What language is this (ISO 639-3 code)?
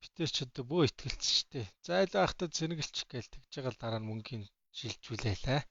mon